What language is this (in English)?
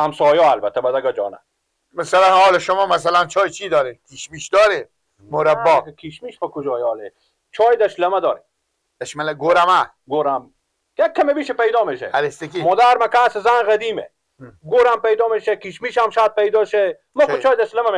Persian